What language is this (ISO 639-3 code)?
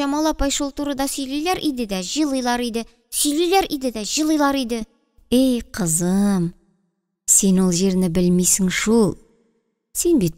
tat